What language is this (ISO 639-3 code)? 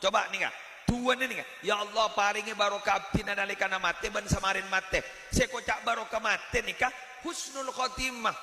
mad